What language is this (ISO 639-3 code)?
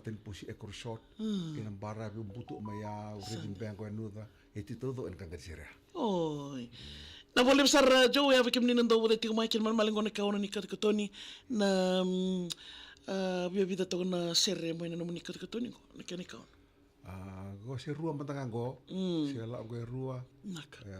fij